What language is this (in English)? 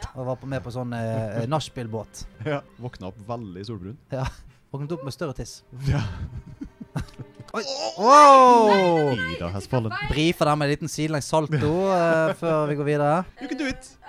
Norwegian